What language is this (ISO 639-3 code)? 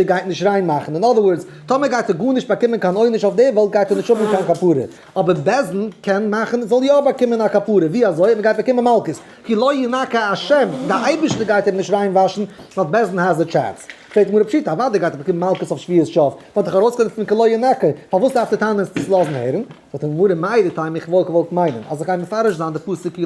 yid